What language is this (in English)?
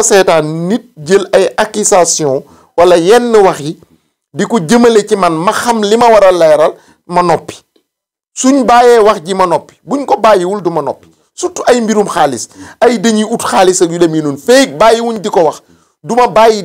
Wolof